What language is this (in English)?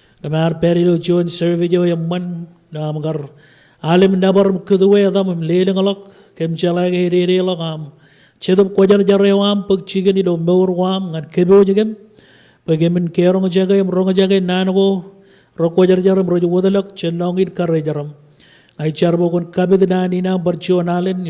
Marshallese